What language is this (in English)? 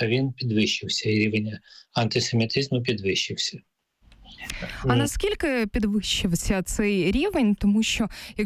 Ukrainian